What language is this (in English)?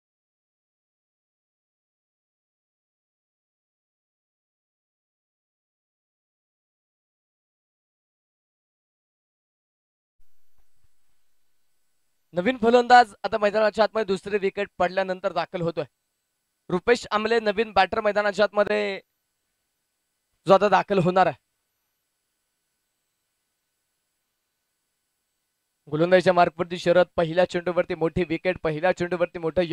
Marathi